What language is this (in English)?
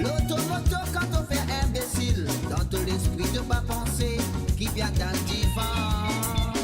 Morisyen